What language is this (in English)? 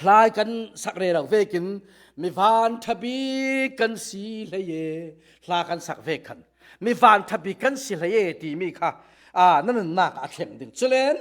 Falam Chin